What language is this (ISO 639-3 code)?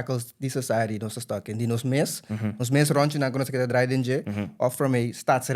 pap